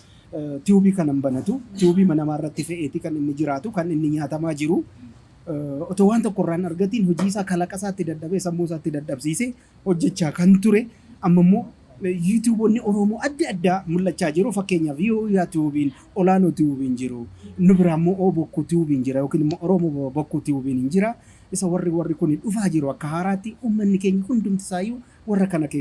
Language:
Oromo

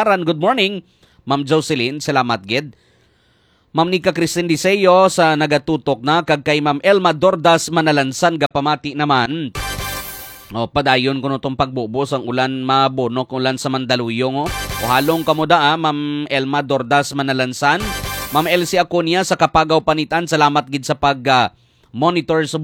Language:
Hiligaynon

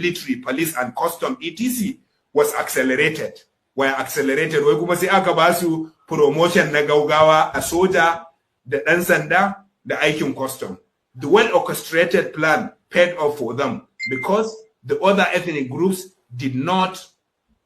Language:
Hausa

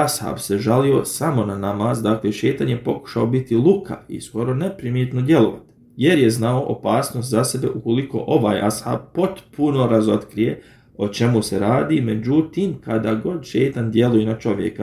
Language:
Bosnian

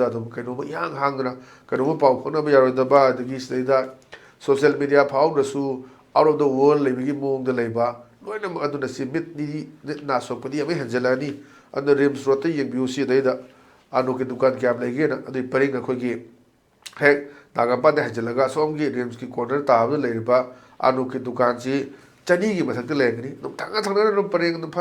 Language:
Manipuri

